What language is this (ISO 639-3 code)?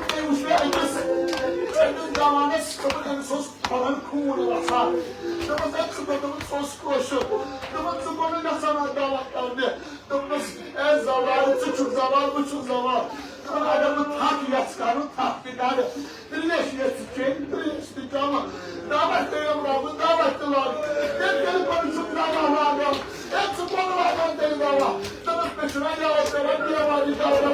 kas